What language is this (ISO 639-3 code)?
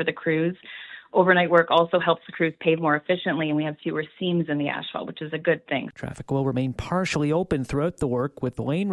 eng